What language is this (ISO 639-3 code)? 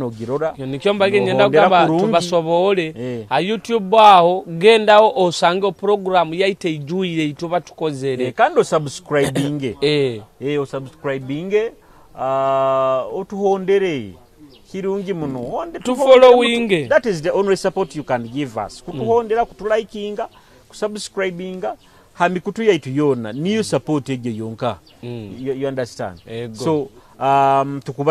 nyo